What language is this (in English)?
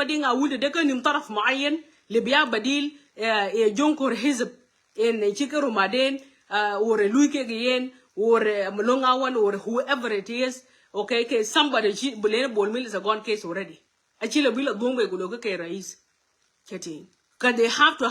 Nuer